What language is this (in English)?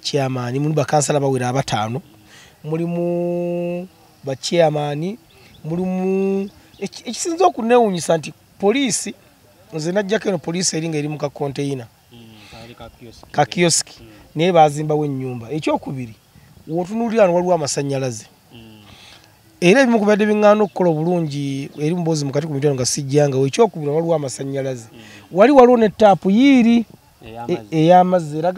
Ganda